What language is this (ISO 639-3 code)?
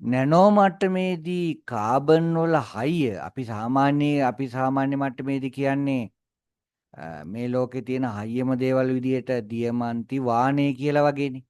sin